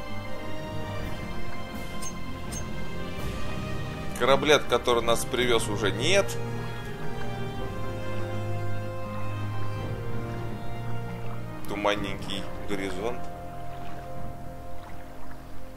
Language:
Russian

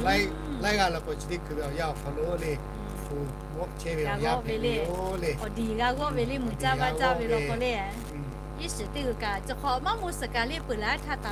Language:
Lahu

